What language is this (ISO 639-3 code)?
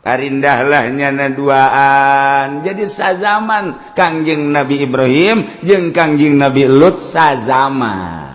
sun